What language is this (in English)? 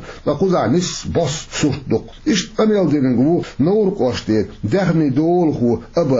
Chechen